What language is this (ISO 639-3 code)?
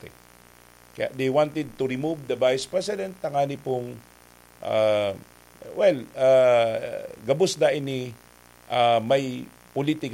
bik